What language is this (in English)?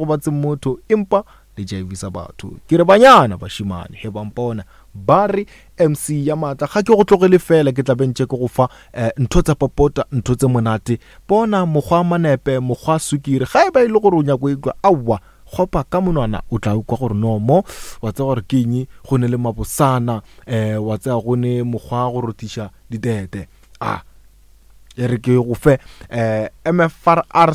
Northern Sotho